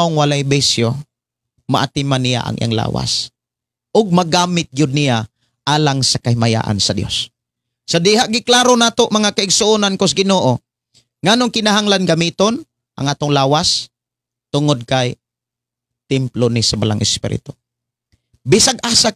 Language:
Cebuano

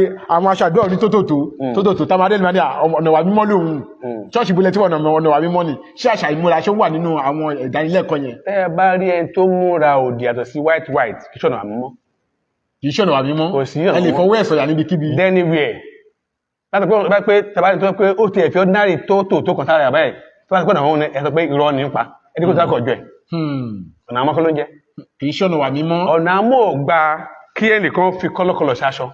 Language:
Yoruba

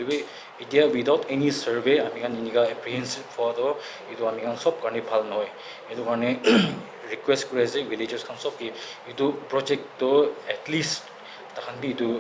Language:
Naga Pidgin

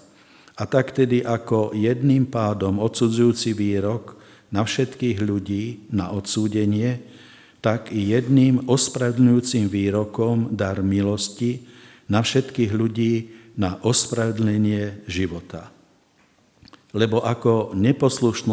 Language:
Slovak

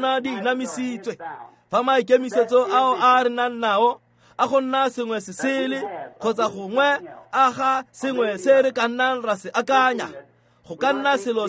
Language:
Tswana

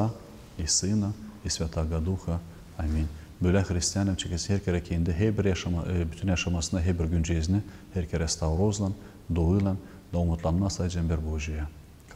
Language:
Gagauz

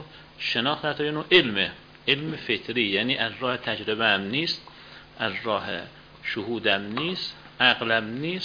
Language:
Persian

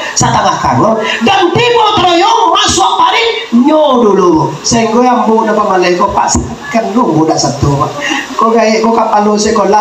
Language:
Minangkabau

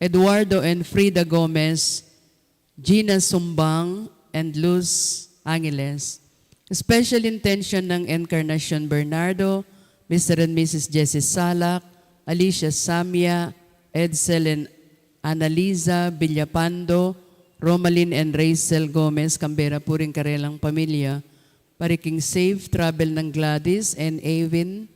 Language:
Pampanga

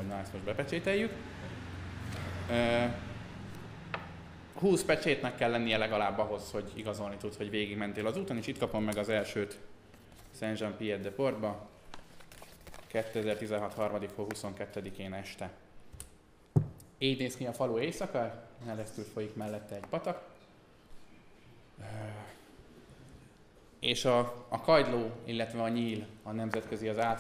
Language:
Hungarian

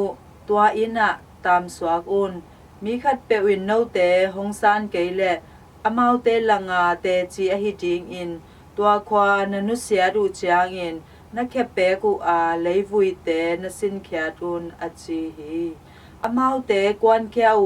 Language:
Tedim Chin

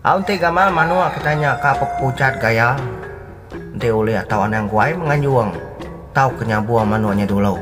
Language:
Iban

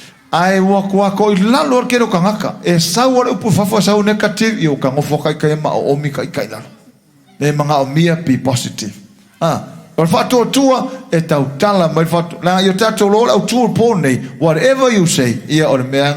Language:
Samoan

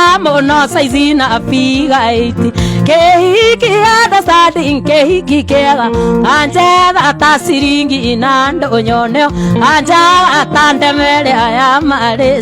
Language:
Kikuyu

